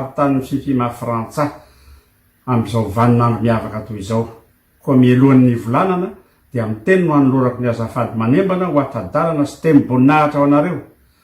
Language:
Malagasy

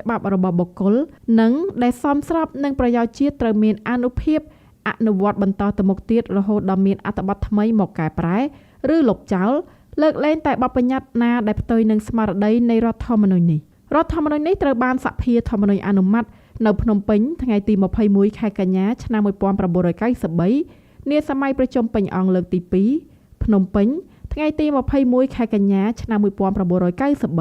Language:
Khmer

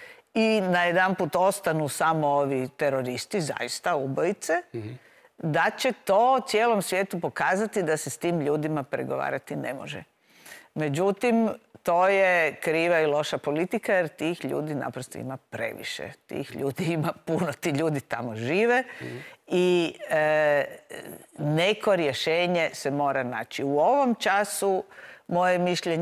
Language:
Croatian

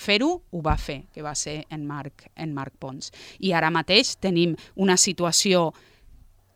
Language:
Catalan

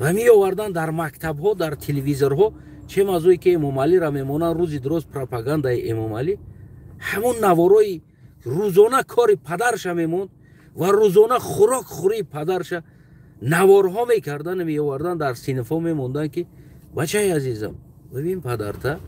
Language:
Tajik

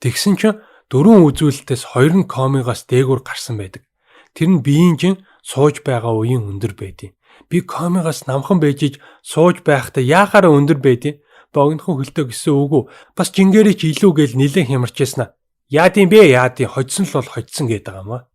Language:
Mongolian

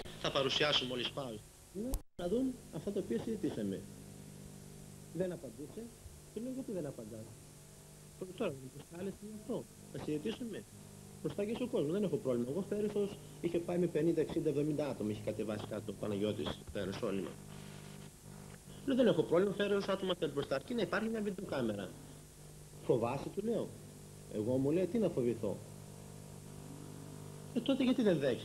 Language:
Greek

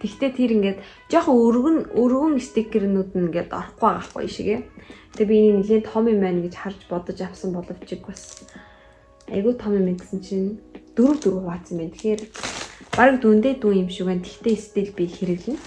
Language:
Mongolian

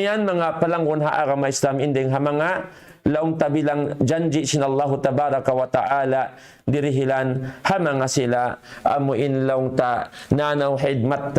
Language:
Tausug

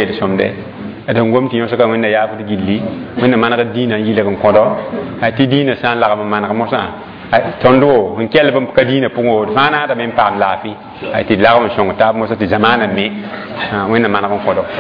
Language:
Mossi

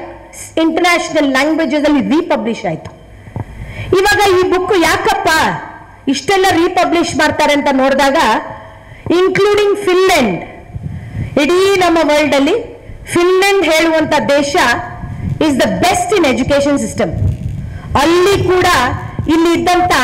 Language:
Kannada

